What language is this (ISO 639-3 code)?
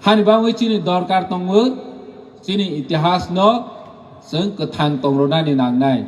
trp